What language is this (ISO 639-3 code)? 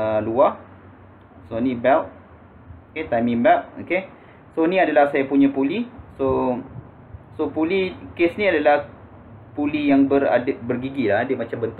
msa